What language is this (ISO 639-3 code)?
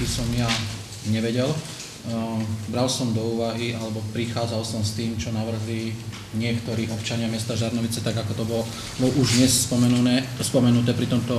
slk